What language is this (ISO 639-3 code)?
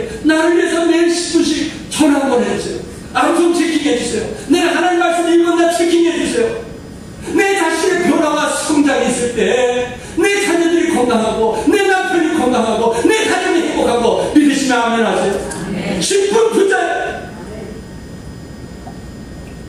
kor